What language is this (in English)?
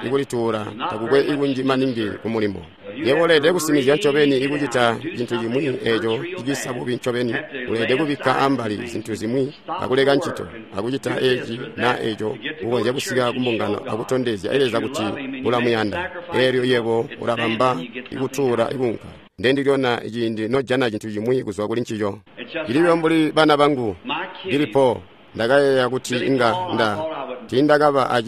Tonga (Zambia)